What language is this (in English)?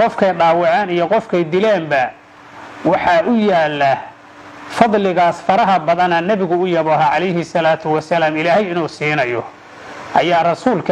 Somali